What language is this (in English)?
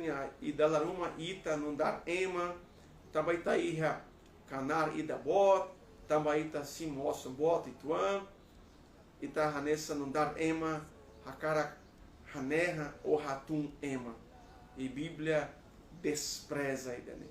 Tetum